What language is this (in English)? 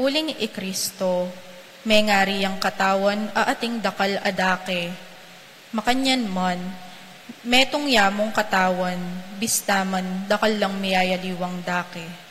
Pampanga